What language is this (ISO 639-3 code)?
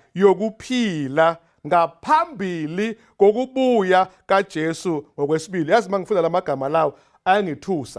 zul